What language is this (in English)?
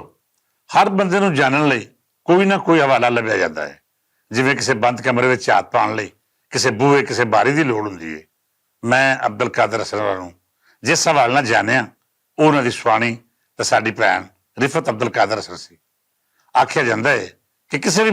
Western Panjabi